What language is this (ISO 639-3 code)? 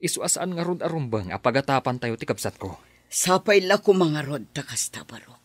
ilo